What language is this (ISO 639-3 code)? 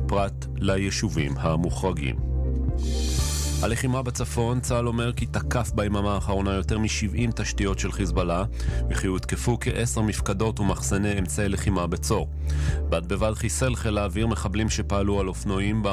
heb